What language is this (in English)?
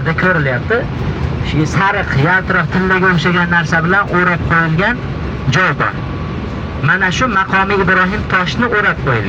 Uzbek